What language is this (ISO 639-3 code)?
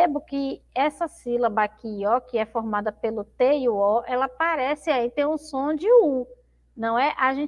por